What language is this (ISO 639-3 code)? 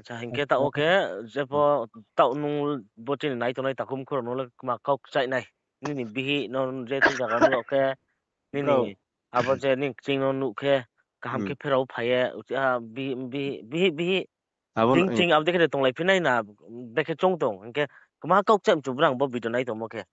ria